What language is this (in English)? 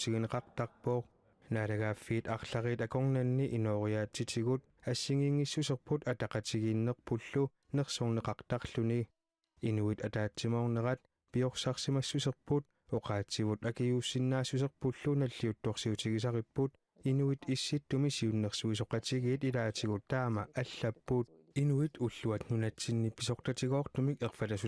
Kalaallisut